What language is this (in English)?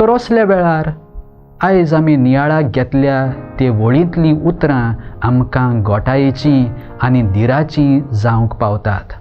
Konkani